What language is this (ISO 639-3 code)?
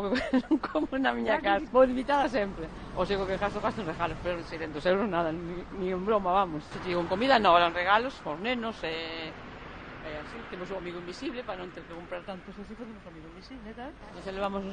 glg